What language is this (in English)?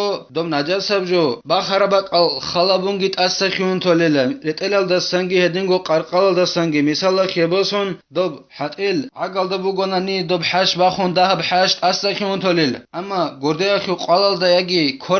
Avaric